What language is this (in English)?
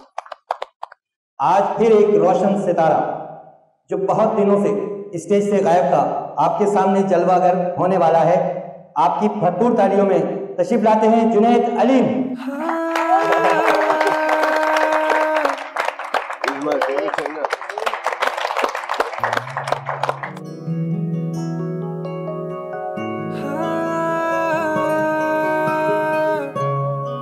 Hindi